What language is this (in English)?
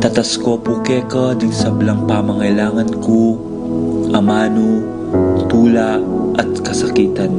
Pampanga